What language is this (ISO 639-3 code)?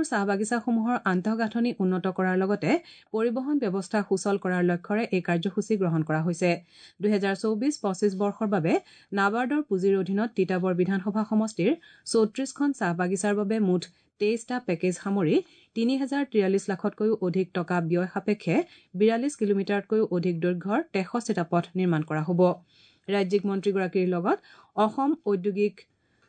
asm